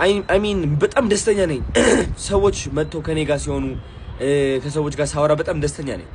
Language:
Amharic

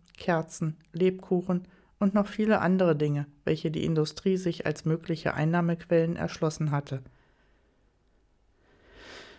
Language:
German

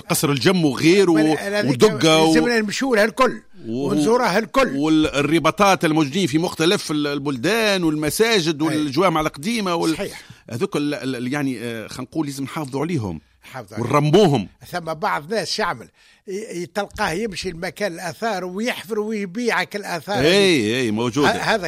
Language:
Tunisian Arabic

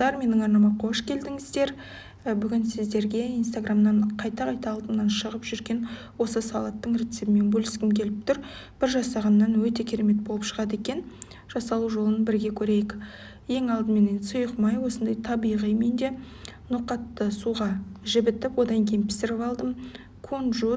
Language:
Kazakh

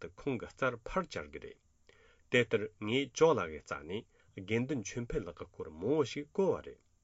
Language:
Tibetan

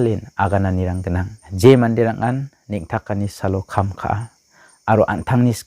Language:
Garo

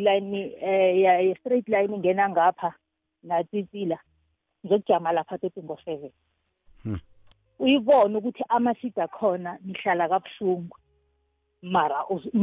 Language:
South Ndebele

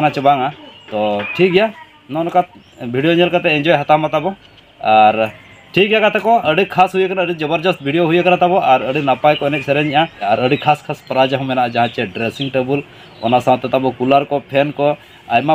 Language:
Santali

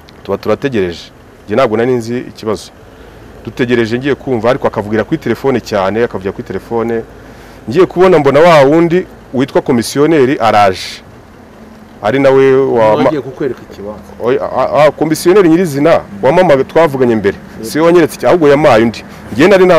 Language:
Kinyarwanda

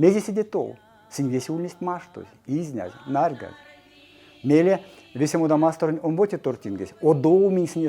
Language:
Erzya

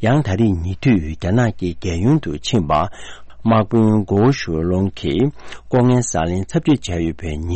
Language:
Tibetan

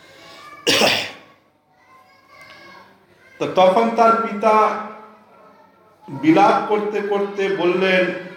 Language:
Bangla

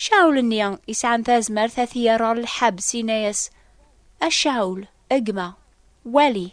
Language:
Kabyle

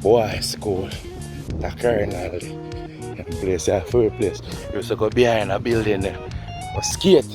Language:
Jamaican Creole English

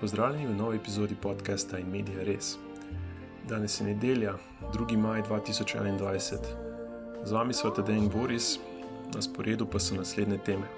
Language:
Slovenian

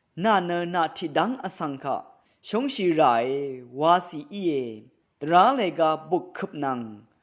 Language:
Rawang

